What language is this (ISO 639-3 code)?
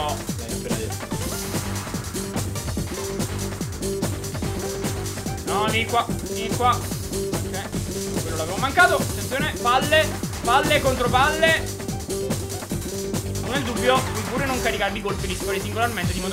ita